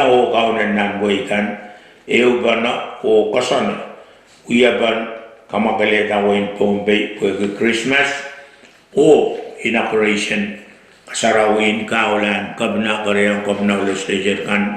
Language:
Pohnpeian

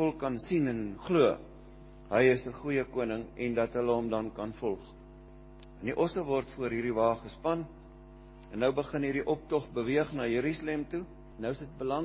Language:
Afrikaans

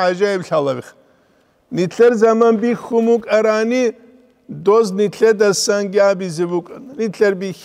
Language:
Avaric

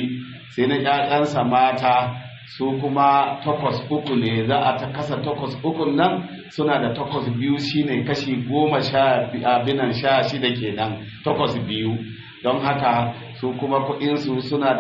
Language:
Hausa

